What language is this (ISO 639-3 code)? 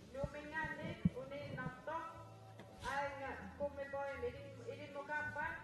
kal